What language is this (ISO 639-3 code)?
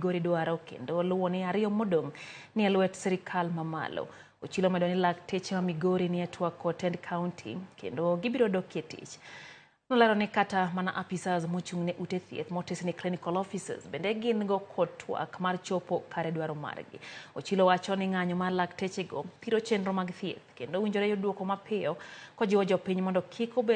luo